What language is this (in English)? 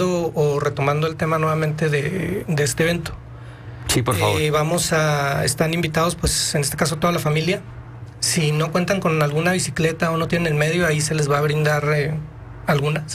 Spanish